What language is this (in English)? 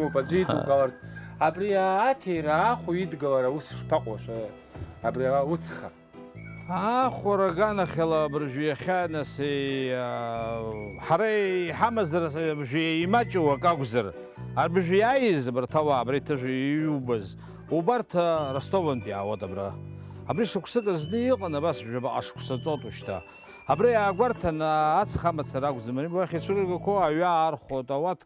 Abkhazian